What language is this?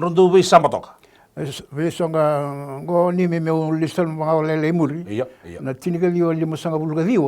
Fijian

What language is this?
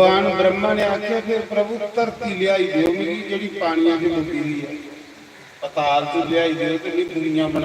Dogri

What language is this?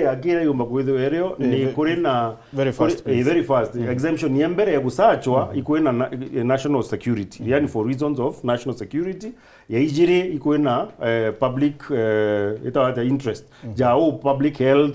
Meru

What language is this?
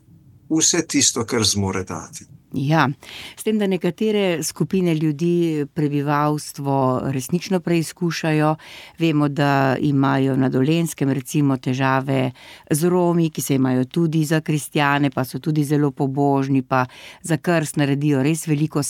Slovenian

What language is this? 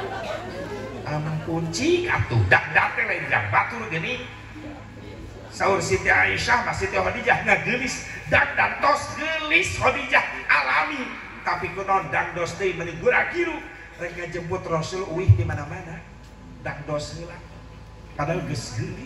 Sundanese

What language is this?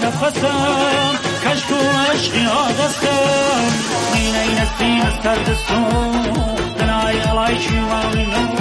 Persian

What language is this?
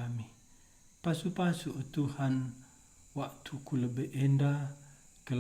Batak Karo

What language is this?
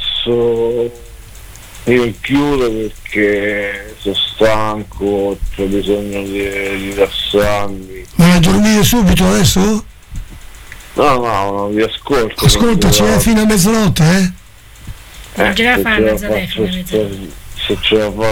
Italian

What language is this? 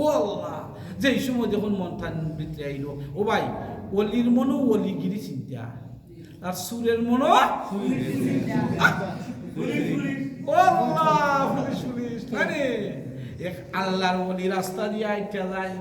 Sylheti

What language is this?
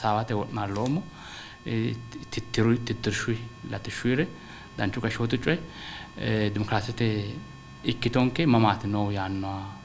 Sidamo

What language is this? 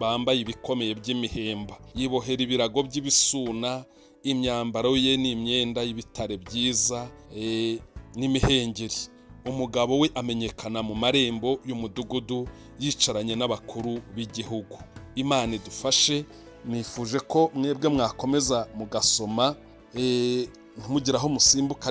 Kinyarwanda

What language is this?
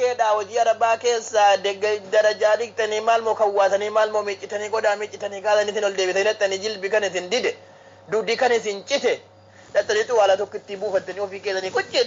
Oromo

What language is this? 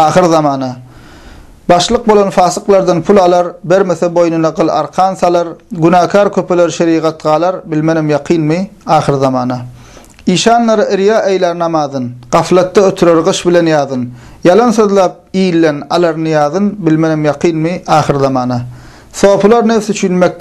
Turkmen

